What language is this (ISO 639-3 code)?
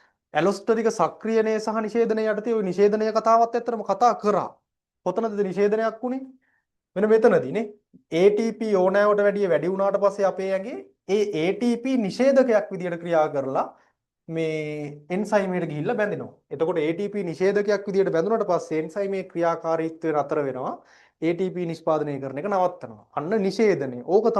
sin